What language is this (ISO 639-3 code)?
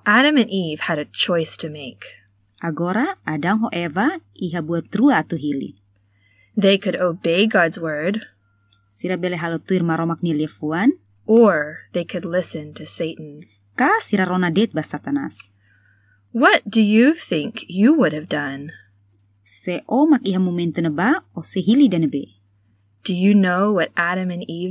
tet